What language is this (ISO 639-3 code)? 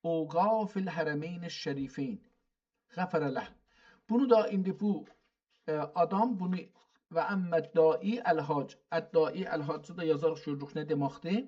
azb